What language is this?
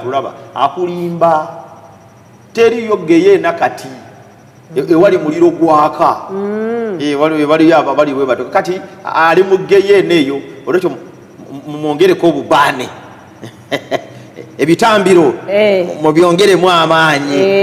Ganda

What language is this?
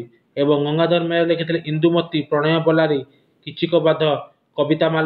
Odia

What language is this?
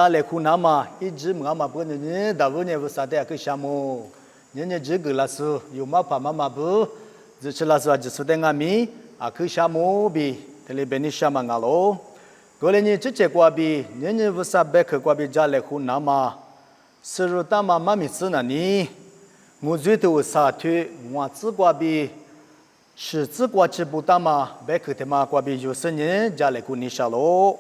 Lisu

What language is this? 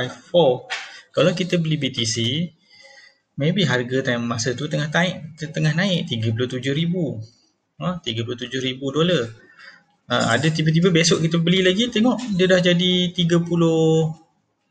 Malay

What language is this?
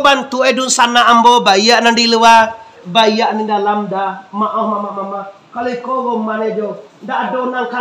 Minangkabau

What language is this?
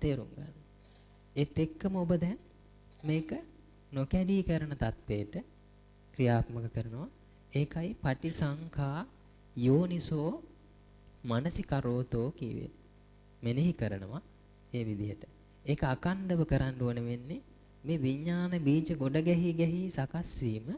Sinhala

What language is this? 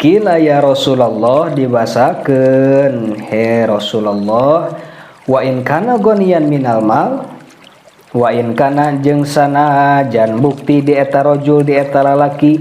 Sundanese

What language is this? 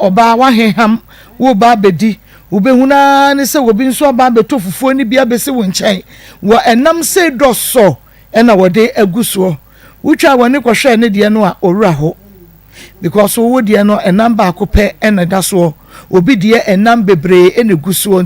Akan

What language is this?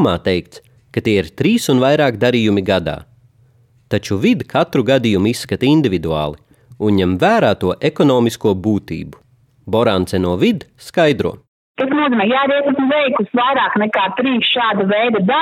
Latvian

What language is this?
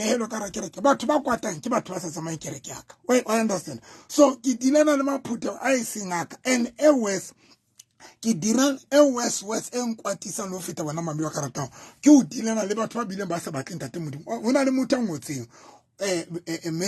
Southern Sotho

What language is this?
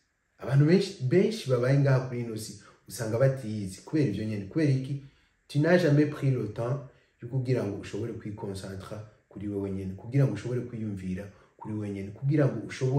Rundi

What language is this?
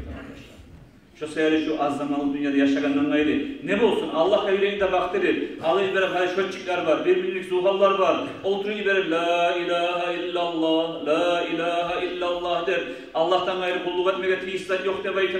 Kumyk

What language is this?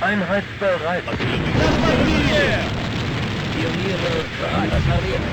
Bavarian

